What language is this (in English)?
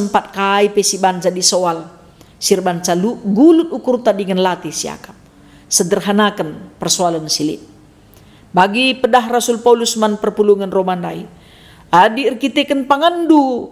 Batak Karo